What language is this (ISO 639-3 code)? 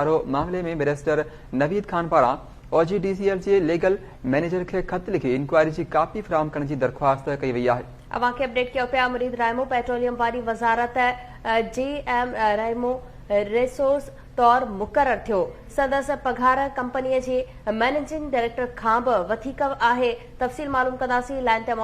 snd